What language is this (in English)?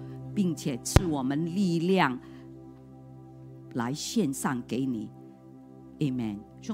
Chinese